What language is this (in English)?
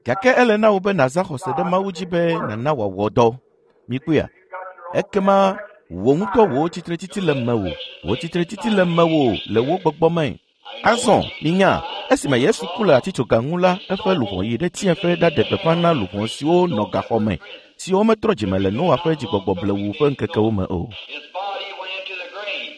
Ewe